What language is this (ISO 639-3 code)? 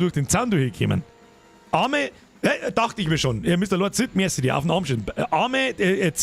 bar